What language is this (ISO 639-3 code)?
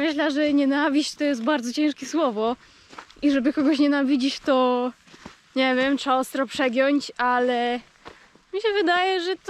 szl